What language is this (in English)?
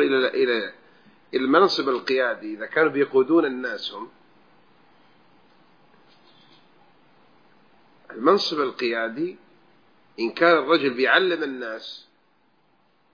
Arabic